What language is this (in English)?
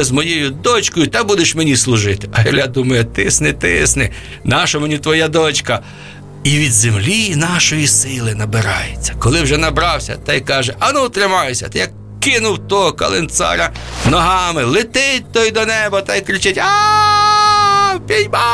Ukrainian